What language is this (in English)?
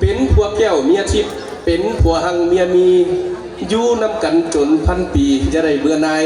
Lao